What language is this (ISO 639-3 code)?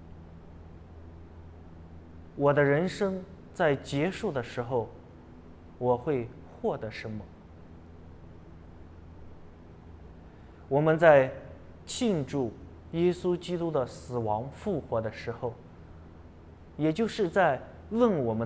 zho